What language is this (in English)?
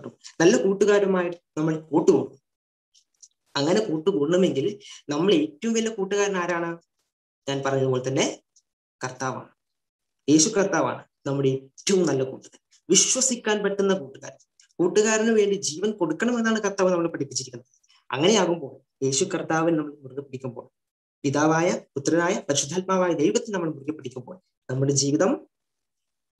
Malayalam